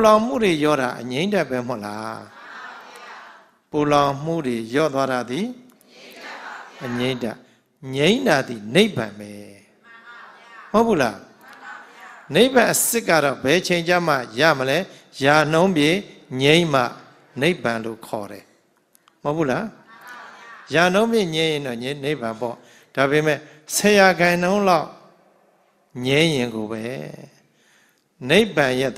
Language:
Burmese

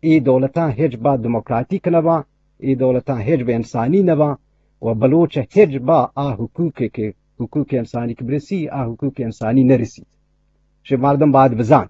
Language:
Eastern Balochi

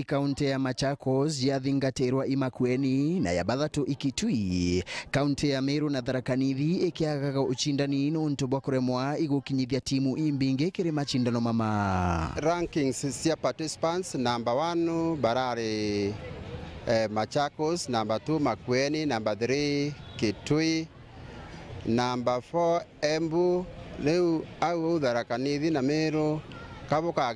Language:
Meru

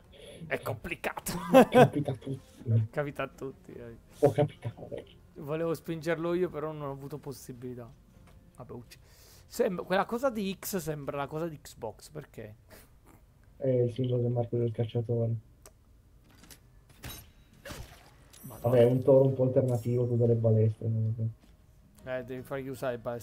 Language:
Italian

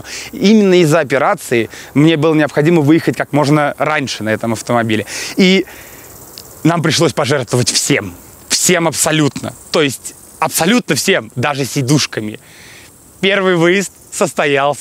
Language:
Russian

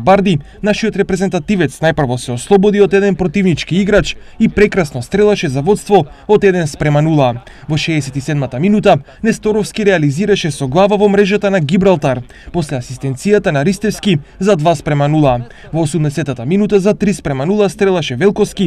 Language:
Macedonian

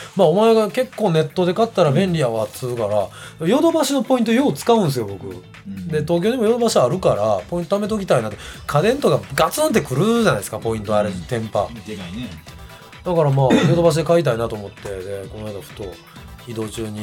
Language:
Japanese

